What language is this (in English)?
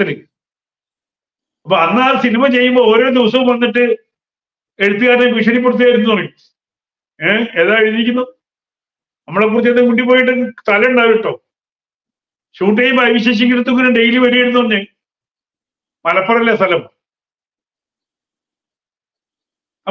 Malayalam